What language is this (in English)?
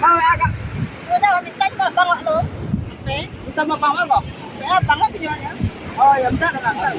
Minangkabau